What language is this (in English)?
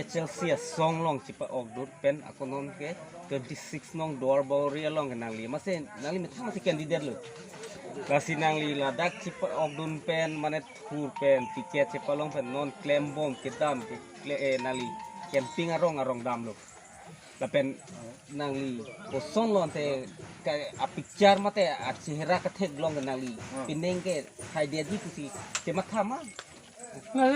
Karbi